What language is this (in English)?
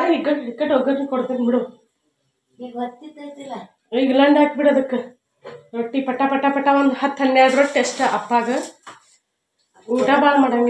Kannada